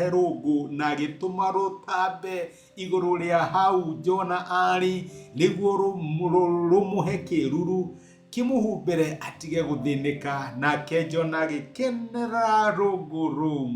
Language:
Kikuyu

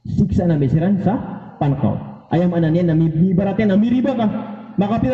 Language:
Maranao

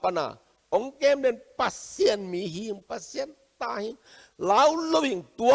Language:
Tedim Chin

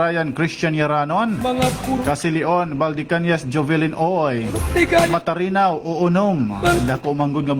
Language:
Waray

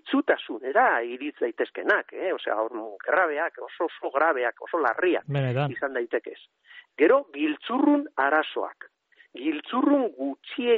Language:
Basque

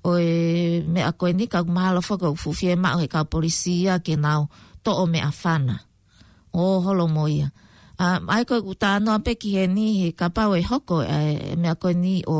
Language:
Tongan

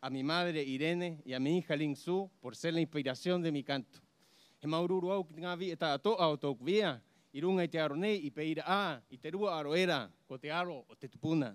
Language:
Rapanui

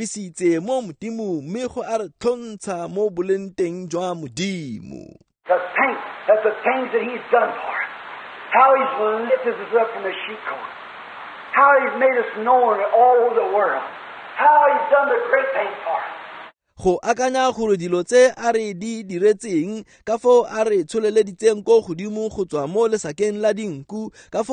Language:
Tswana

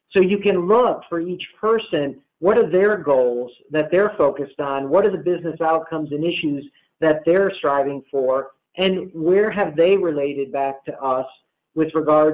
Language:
English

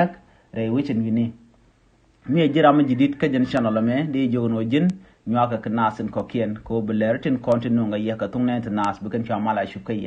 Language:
Nuer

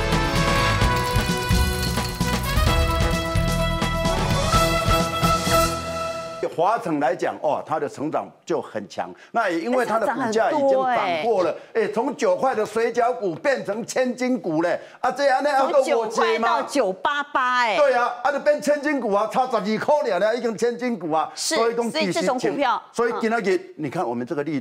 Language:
Chinese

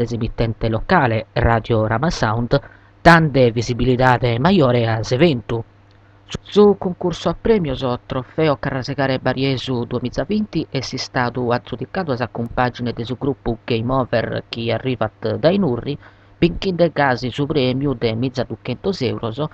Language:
Sardinian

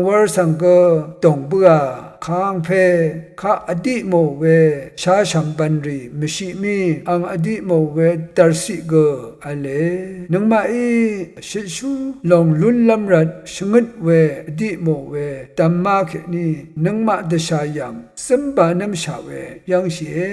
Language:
Rawang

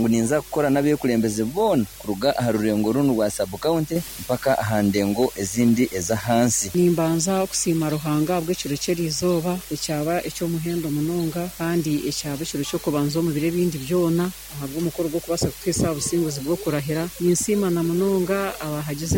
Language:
Nyankole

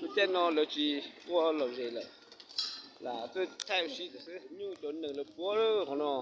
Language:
Hmong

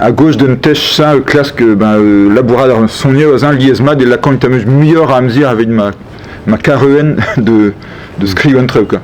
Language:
Breton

